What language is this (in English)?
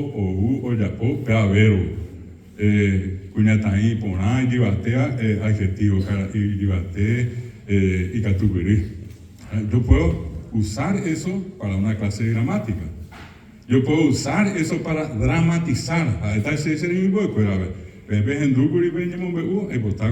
Guarani